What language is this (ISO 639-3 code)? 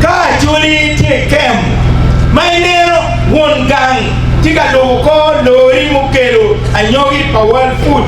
ach